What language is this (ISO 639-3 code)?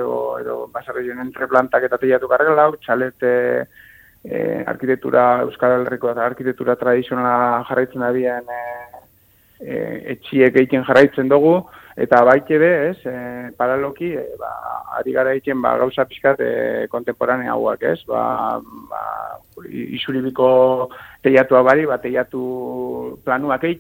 eus